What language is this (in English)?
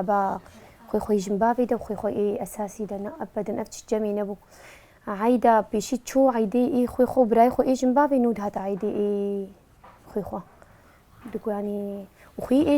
Kurdish